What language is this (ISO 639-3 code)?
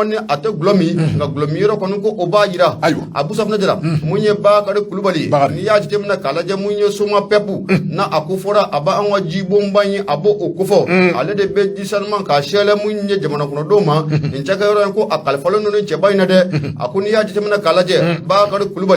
bam